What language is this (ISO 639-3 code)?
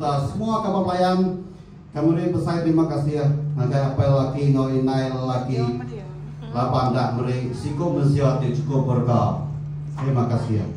iba